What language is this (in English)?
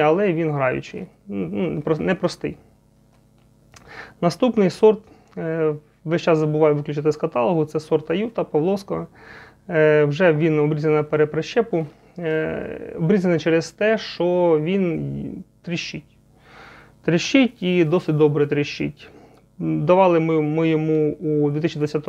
Ukrainian